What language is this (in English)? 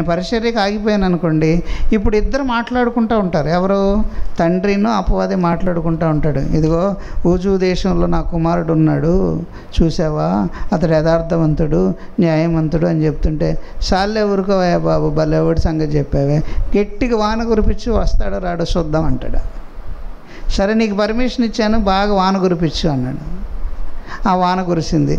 Telugu